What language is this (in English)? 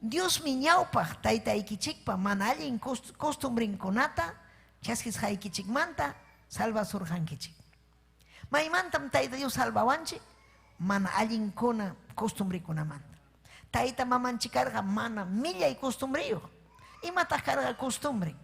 Ayacucho Quechua